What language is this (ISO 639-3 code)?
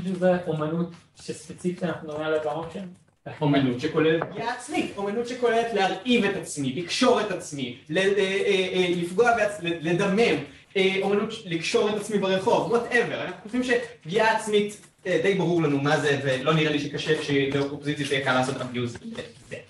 heb